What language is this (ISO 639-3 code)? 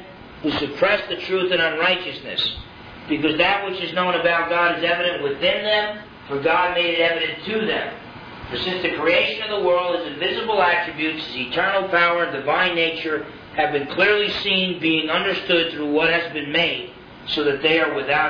eng